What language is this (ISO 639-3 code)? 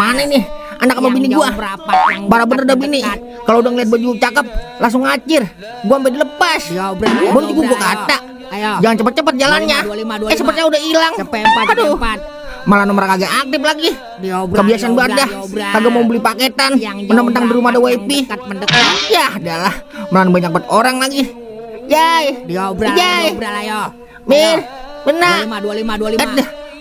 bew